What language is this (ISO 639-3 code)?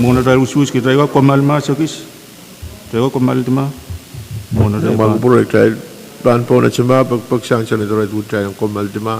pon